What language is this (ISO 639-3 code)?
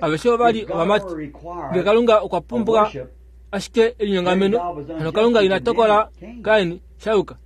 kua